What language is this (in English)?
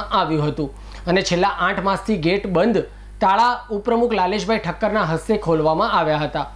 Gujarati